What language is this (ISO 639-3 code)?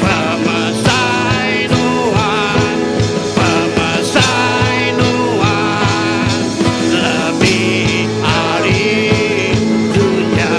iba